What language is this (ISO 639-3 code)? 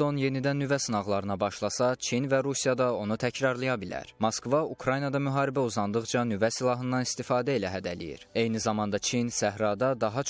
aze